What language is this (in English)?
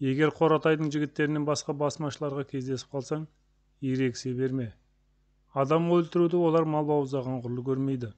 Kazakh